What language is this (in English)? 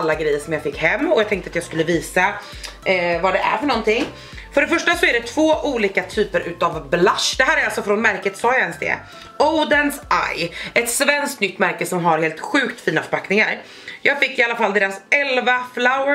Swedish